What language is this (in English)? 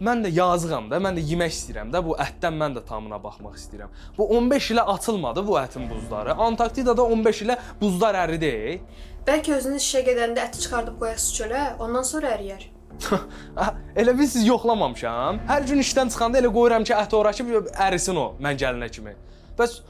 Azerbaijani